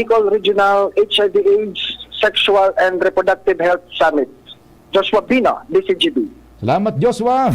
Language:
Bikol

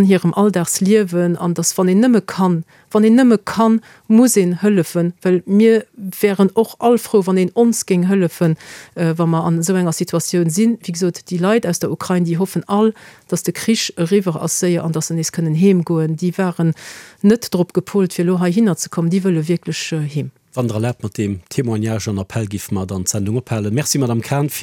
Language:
Luxembourgish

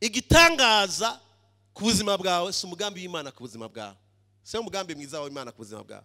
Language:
Rundi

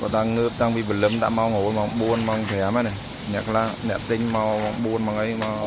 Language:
Khmer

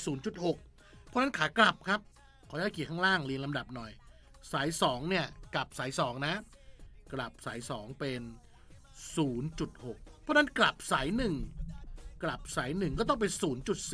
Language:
Thai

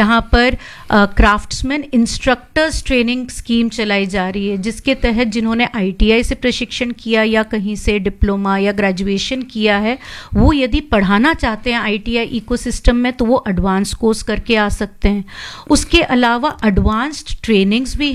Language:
Hindi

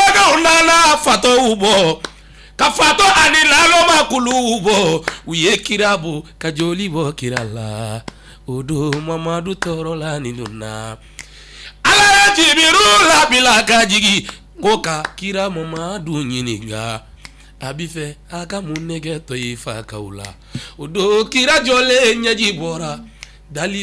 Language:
Bambara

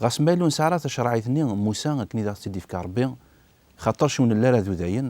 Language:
Kabyle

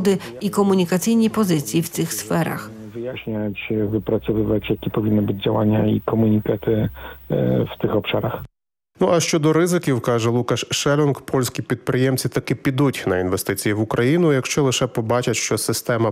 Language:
Ukrainian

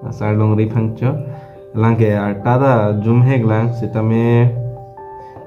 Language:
Karbi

